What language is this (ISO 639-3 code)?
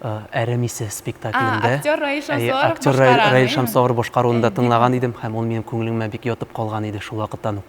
tat